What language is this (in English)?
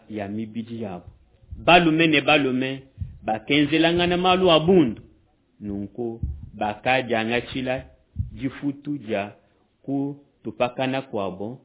Luba-Lulua